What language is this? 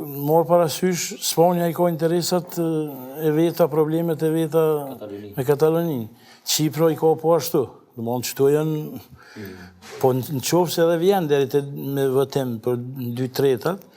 Albanian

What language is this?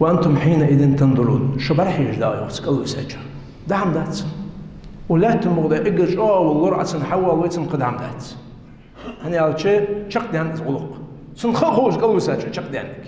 Ingush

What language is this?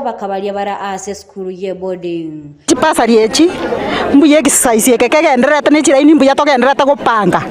Gusii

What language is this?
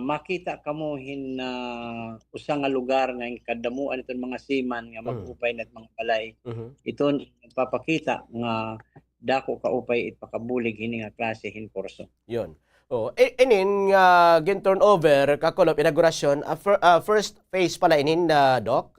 Waray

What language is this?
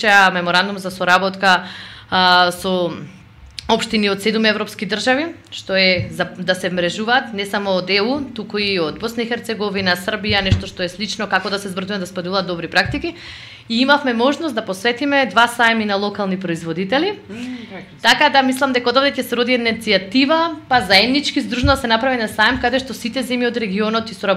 Macedonian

